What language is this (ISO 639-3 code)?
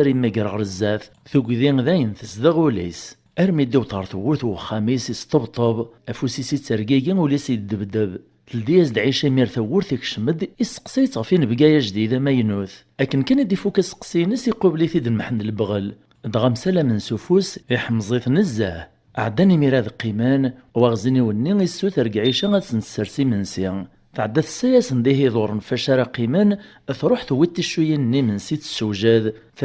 kab